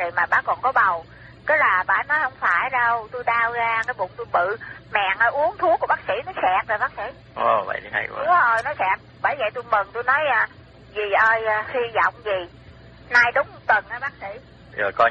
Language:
Vietnamese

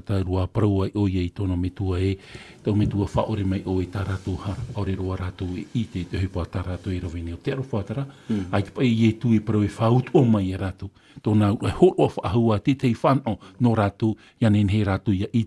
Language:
Tahitian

